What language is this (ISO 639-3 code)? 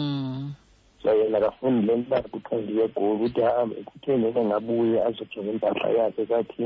xho